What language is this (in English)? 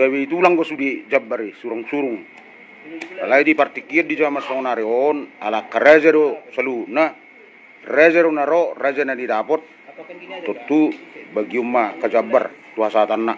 Batak Toba